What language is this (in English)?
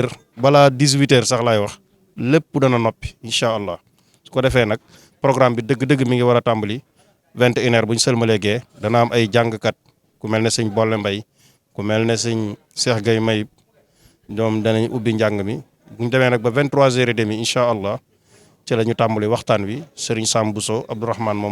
Wolof